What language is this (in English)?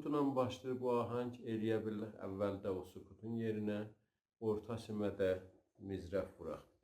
South Azerbaijani